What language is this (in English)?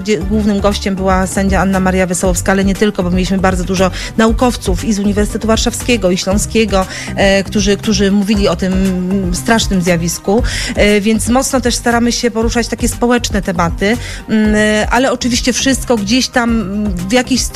Polish